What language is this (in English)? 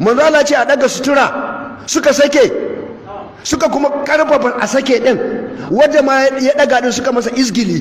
Hausa